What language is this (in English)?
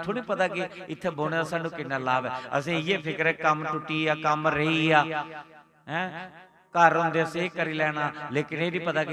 Dogri